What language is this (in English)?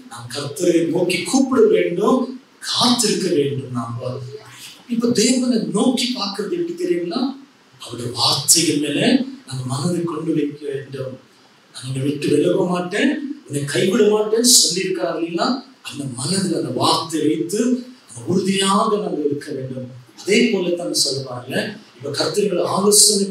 Tamil